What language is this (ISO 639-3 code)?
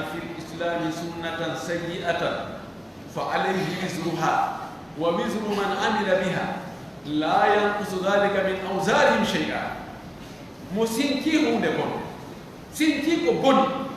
fuf